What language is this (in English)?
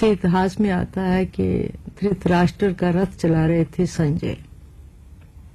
Urdu